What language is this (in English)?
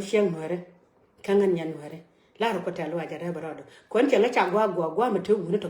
Nuer